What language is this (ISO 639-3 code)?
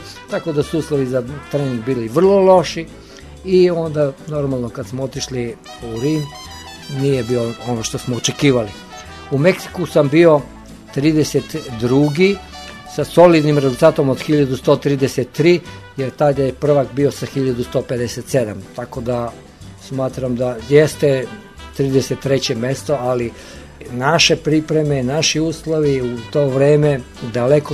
srp